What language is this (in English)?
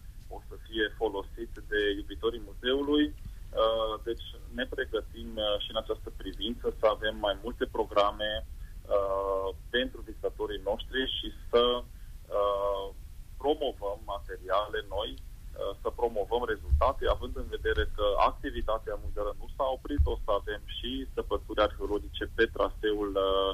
Romanian